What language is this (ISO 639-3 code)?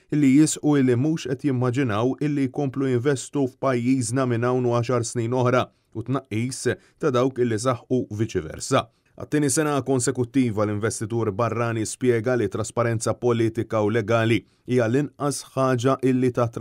mlt